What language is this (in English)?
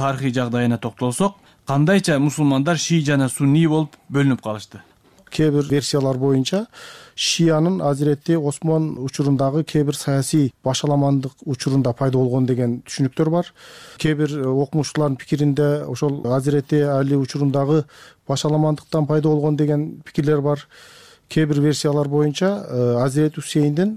Kyrgyz